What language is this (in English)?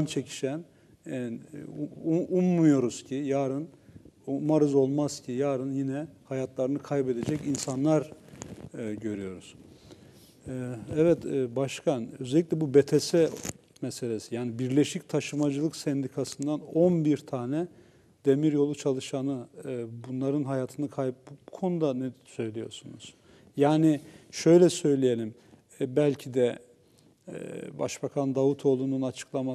Turkish